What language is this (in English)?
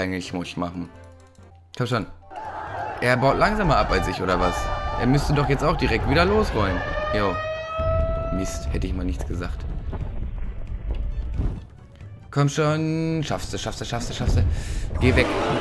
German